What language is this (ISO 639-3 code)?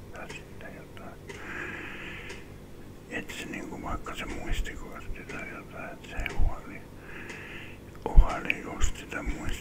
fin